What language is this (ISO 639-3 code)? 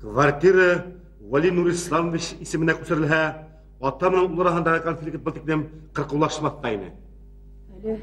bak